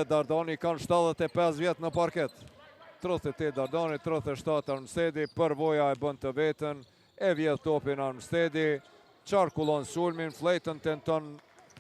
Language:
Albanian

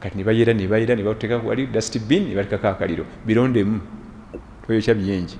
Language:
Ganda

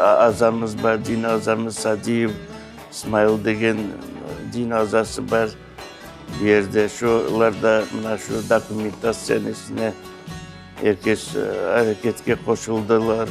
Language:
Crimean Tatar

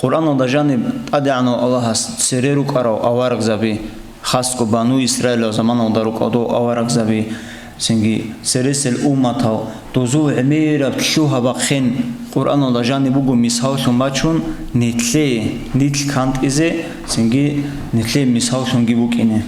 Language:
Avaric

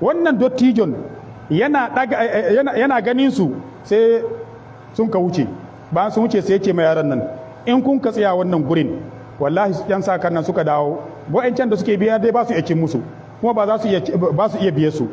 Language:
Hausa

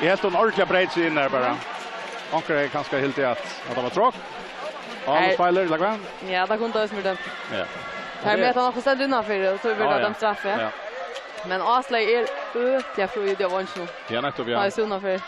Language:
Faroese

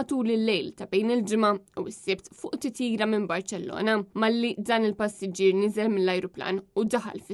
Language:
Maltese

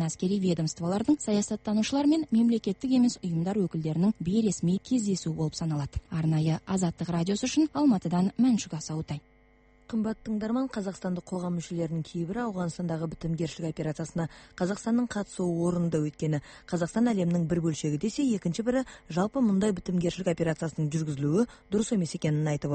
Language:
Kazakh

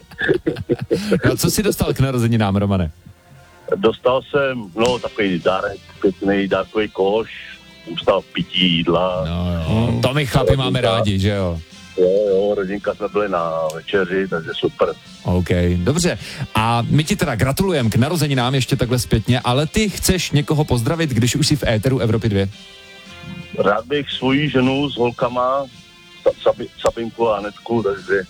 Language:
Czech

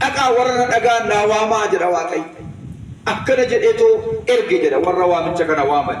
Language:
Oromo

